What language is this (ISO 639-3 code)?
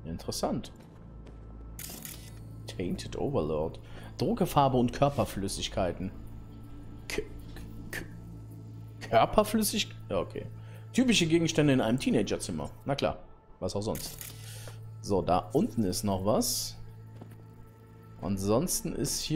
deu